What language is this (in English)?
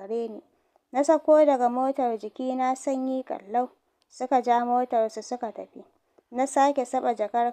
Hausa